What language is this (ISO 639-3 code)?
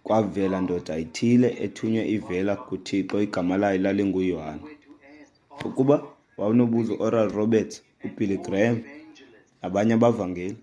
xho